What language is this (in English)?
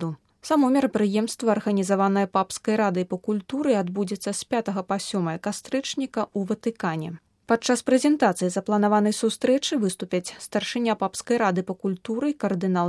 Belarusian